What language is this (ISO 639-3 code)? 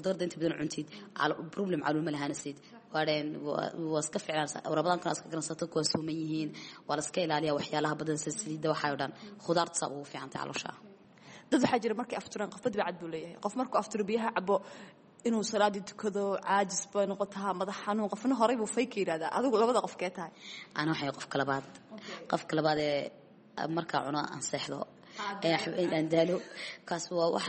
som